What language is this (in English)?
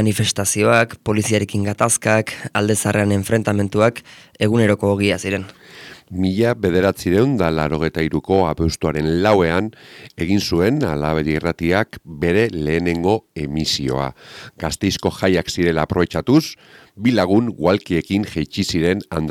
Basque